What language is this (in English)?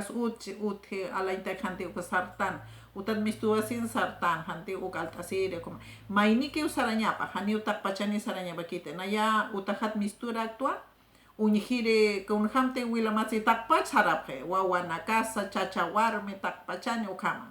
Aymara